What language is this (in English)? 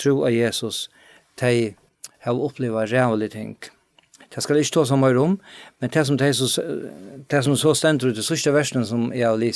Faroese